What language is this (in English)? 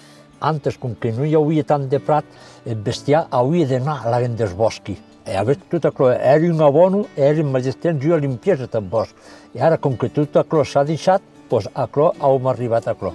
Occitan